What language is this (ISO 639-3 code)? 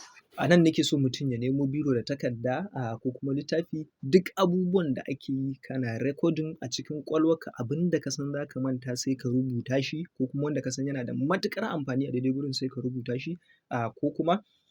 hau